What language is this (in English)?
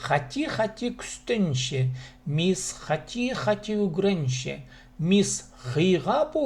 Khakas